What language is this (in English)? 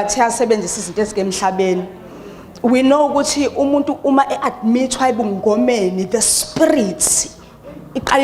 Zulu